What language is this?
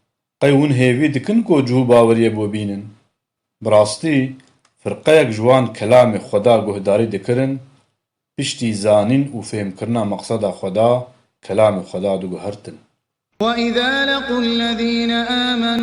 Kurdish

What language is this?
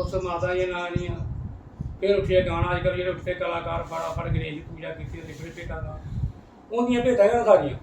Dogri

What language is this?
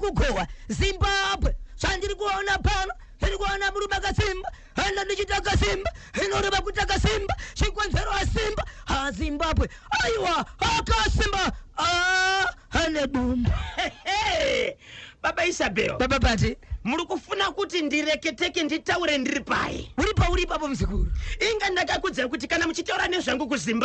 Shona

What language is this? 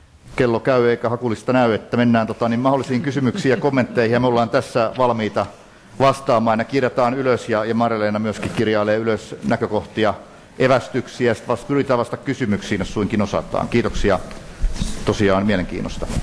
Finnish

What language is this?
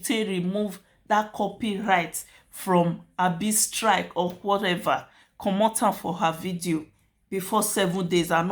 Nigerian Pidgin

